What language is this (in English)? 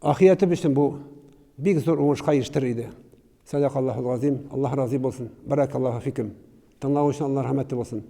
Tatar